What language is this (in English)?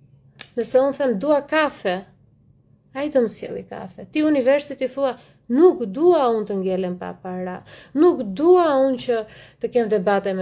Albanian